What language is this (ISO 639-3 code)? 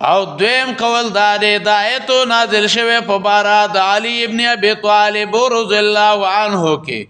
pus